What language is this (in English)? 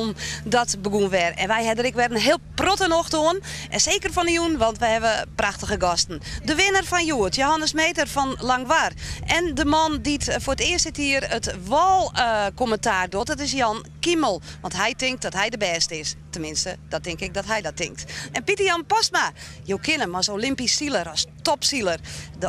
Western Frisian